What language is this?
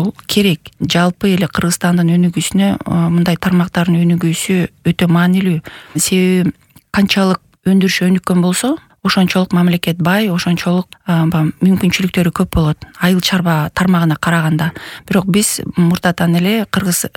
Kyrgyz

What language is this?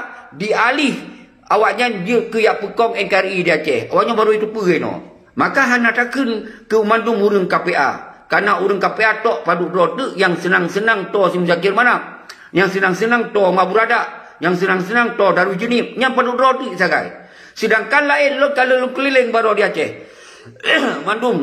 Achinese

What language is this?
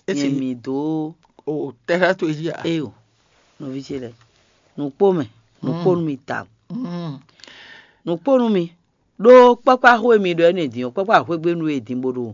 Fon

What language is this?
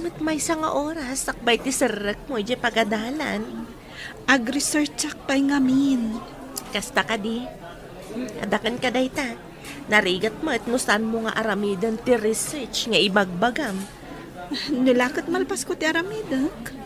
Iloko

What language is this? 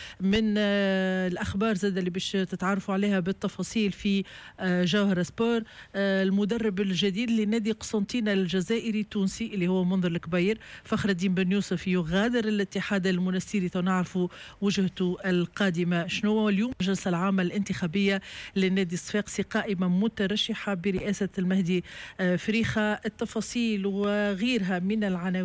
Tunisian Arabic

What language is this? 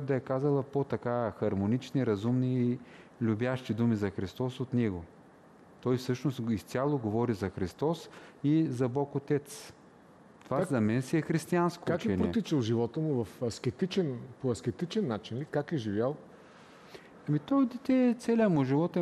Bulgarian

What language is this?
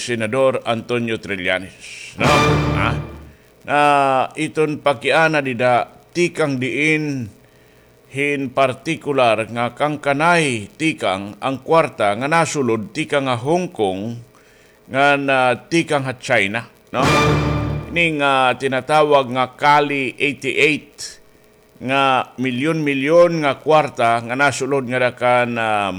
Waray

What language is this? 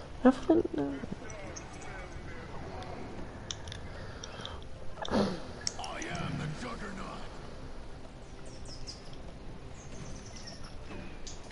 Greek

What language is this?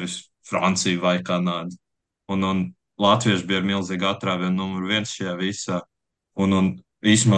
Latvian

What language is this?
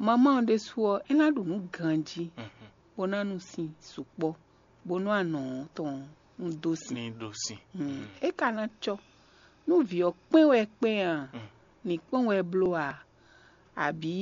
Fon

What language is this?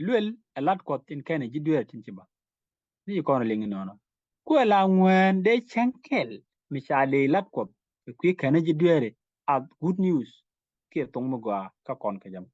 Nuer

